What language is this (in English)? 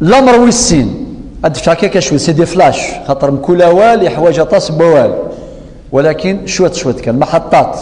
Kabyle